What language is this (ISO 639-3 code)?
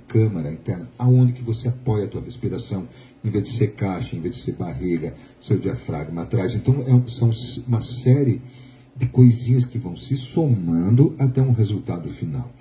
por